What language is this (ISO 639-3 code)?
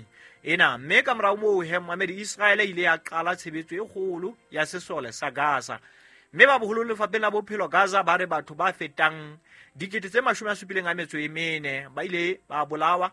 sot